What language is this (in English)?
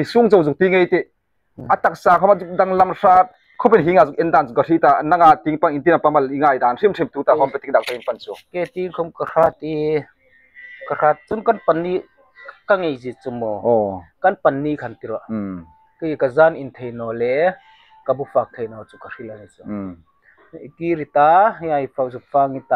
Hmar